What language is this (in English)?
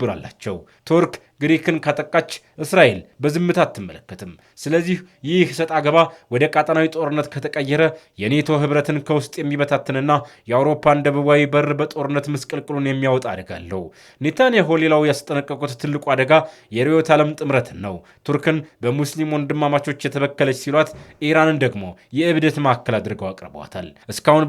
Amharic